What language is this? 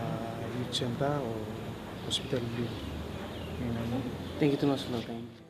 Bislama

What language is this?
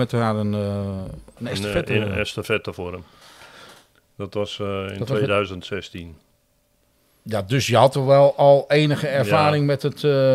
Dutch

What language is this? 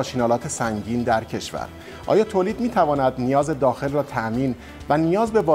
Persian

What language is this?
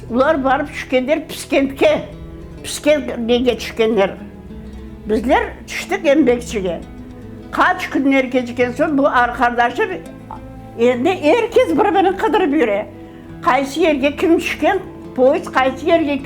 Crimean Tatar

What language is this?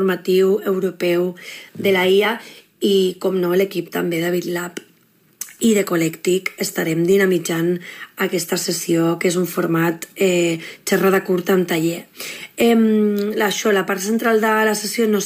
Catalan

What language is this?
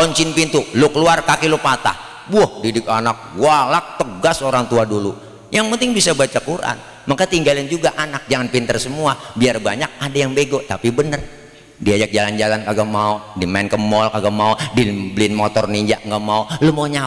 Betawi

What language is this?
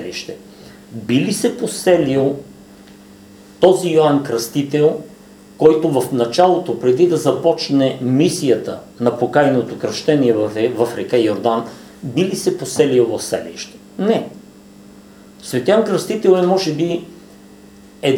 Bulgarian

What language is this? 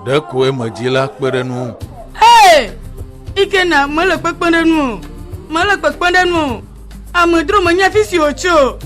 Ewe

